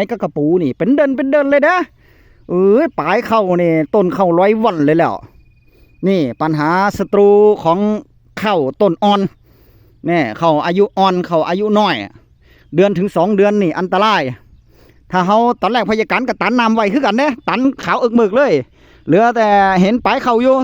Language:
Northeastern Thai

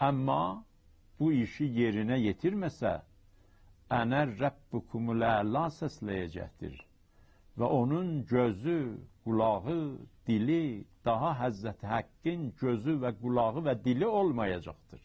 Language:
South Azerbaijani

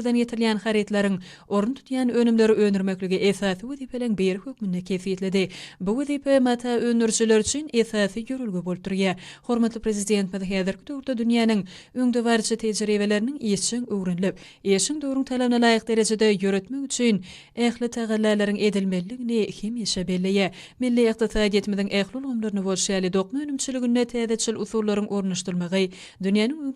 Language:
Turkmen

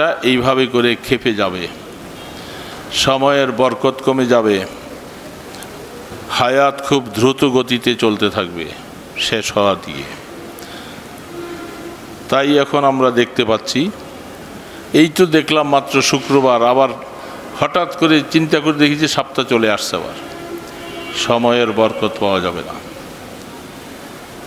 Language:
Bangla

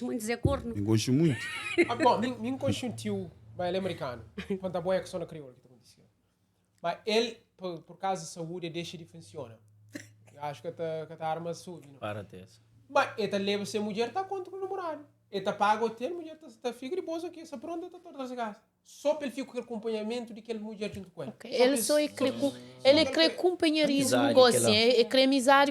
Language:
Kabuverdianu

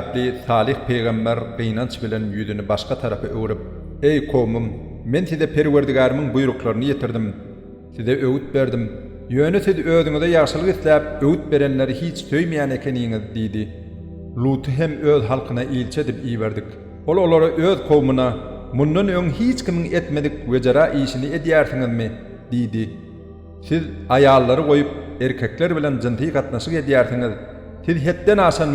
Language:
Turkmen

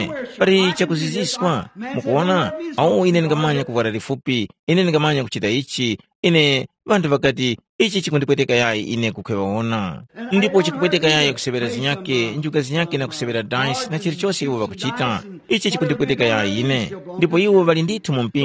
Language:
Tumbuka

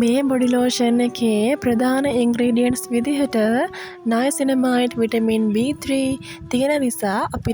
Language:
Sinhala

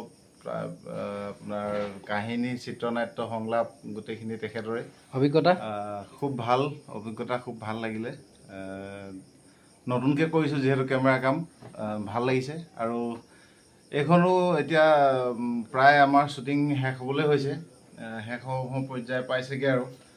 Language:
Assamese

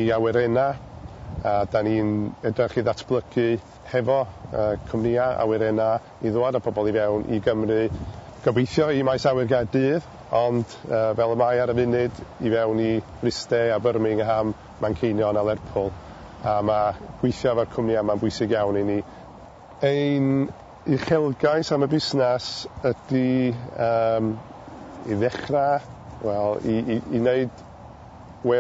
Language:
Welsh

